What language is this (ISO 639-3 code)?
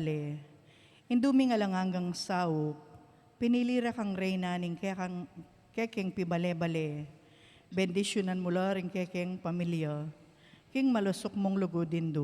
pam